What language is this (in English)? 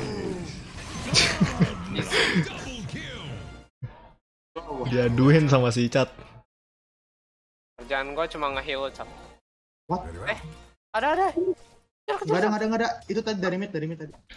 Indonesian